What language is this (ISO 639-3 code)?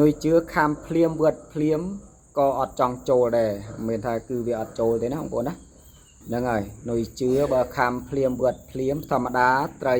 khm